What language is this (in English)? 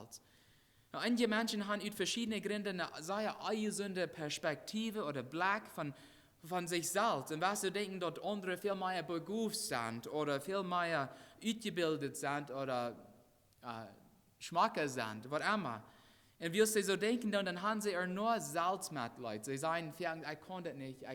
Plautdietsch